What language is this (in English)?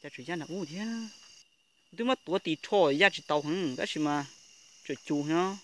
Hmong